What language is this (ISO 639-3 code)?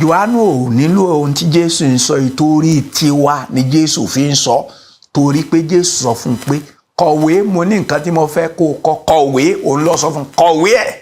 yor